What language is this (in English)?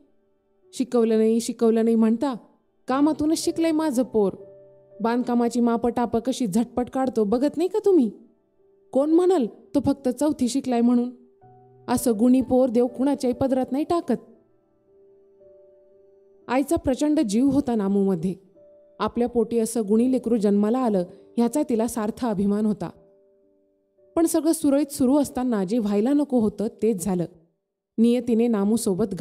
Marathi